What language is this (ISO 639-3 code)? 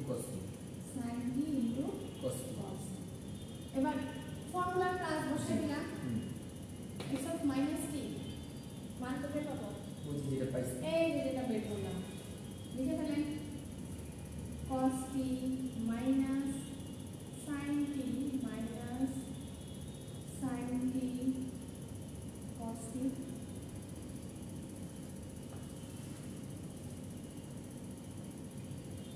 ben